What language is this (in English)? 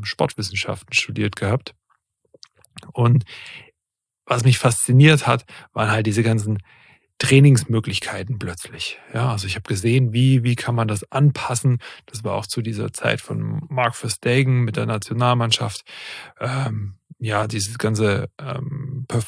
German